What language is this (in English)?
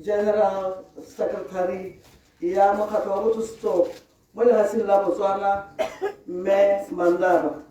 Tswana